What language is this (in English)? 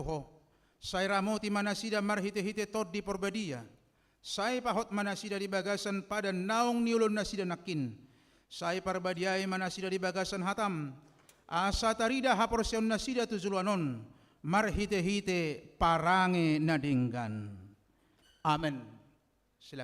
Batak Toba